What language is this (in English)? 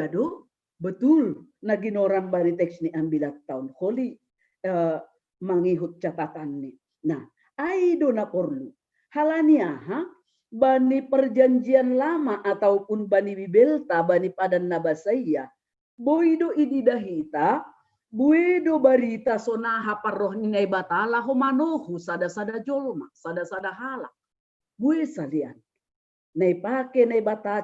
Batak Simalungun